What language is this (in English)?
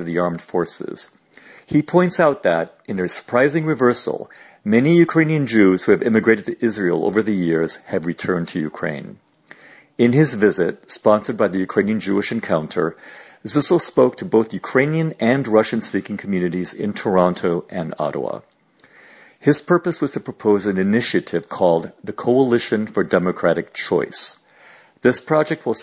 English